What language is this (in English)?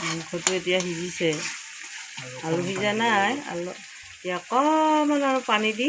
Assamese